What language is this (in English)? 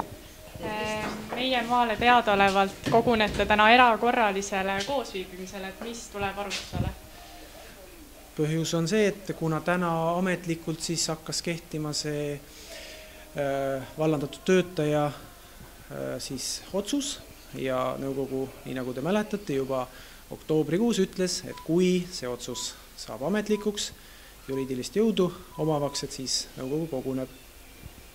Estonian